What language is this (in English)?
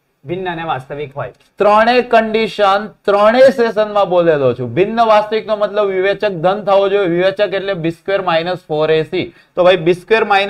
Gujarati